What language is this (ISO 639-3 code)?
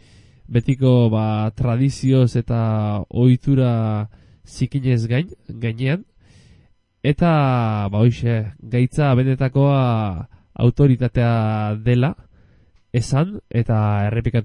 eus